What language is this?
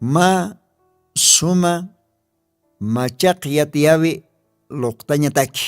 Aymara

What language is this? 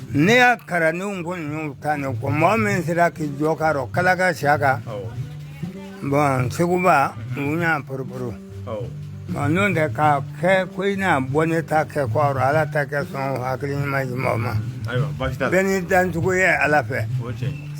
Bambara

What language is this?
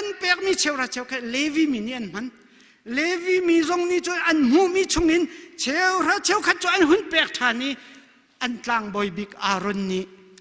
Hakha Chin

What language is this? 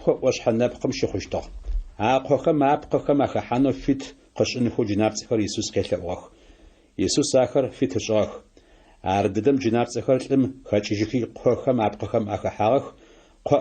Adyghe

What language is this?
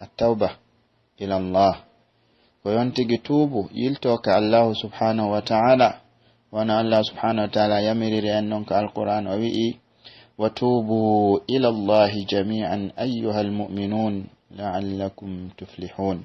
Pular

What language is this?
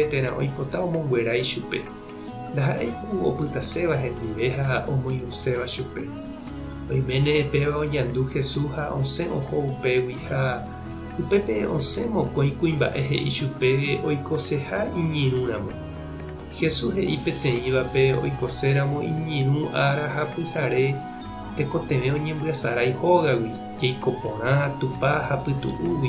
Guarani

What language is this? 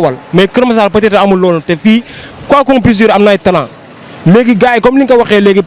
Wolof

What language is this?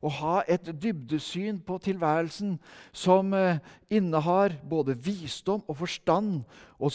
Norwegian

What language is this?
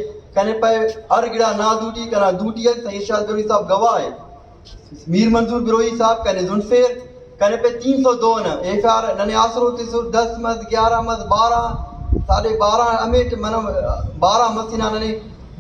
Brahui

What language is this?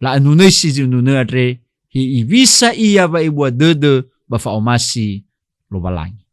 Nias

